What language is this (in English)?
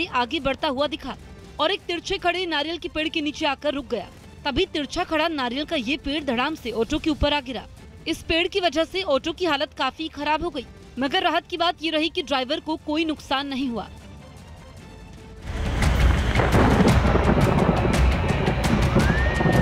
Hindi